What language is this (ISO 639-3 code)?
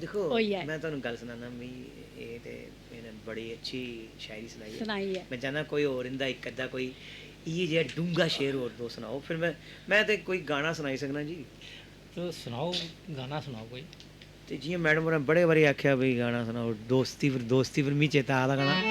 doi